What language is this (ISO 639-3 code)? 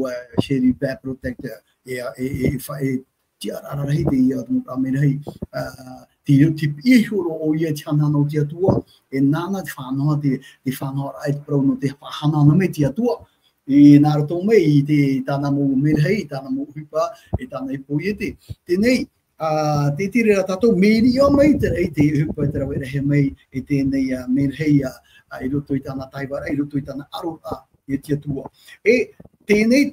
tah